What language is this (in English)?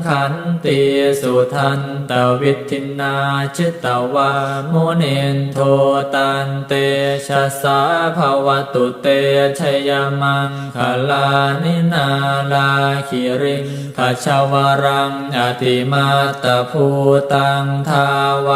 Pali